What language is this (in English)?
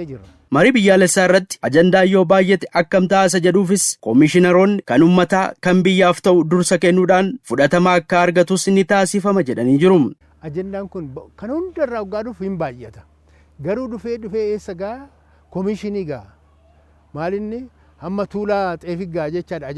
Oromo